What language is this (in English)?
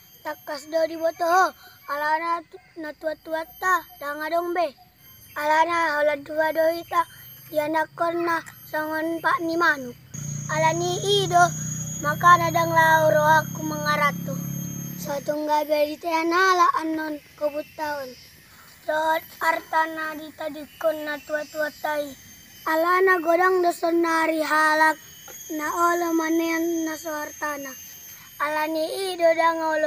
Batak Toba